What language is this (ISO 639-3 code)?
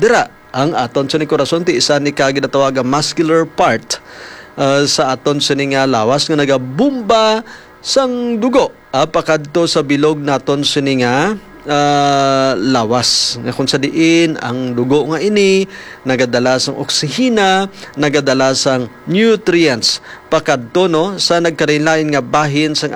hil